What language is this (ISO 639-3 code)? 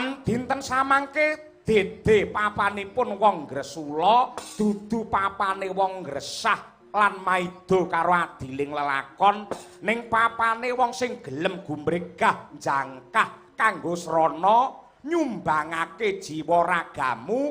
jav